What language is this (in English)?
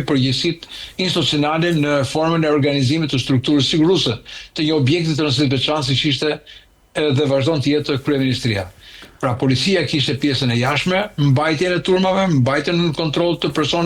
Albanian